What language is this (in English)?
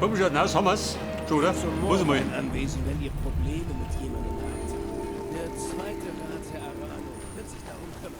Bavarian